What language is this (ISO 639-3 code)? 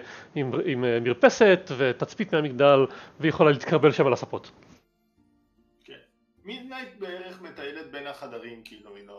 heb